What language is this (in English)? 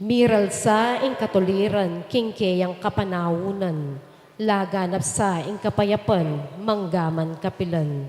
Pampanga